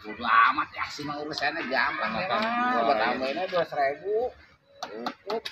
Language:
Betawi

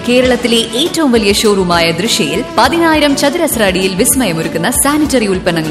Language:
Malayalam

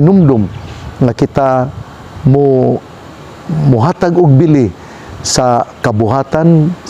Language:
Cebuano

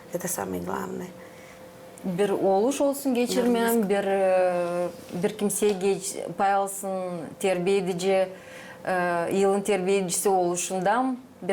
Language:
Gagauz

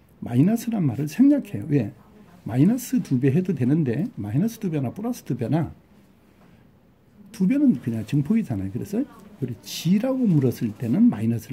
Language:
Korean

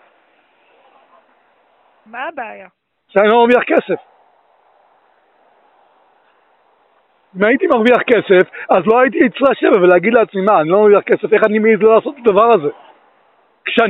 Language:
Hebrew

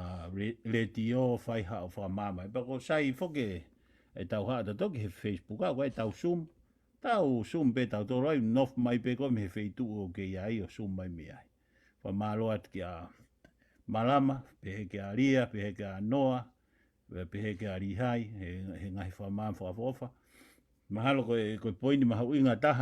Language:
Tongan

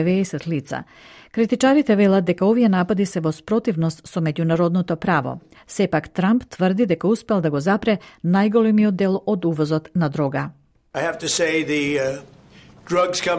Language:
Macedonian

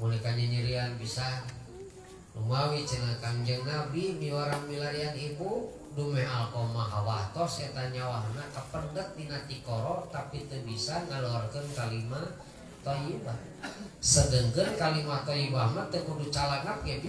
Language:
Sundanese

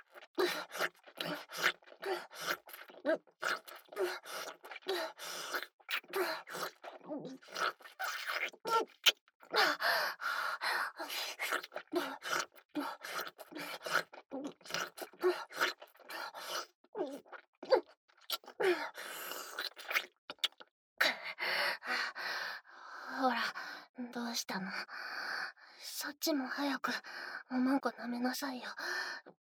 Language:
Japanese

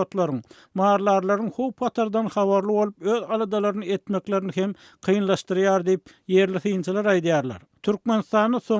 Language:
Turkmen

